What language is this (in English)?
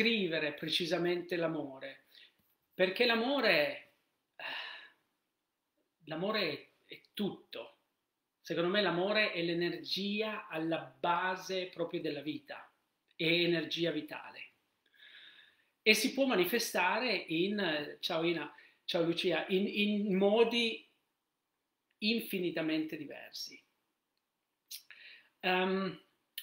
Italian